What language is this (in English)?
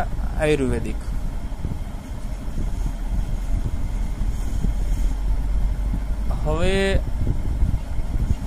Gujarati